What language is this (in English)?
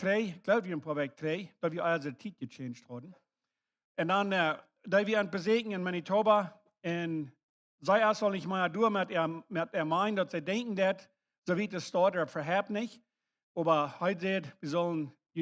Plautdietsch